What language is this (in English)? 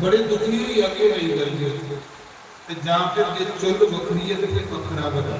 Dogri